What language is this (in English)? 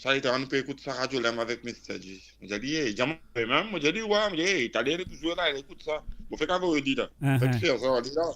Morisyen